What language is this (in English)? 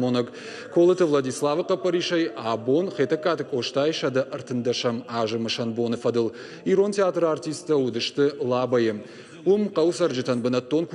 Ossetic